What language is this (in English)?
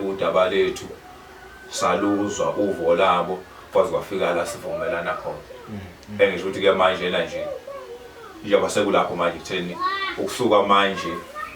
Zulu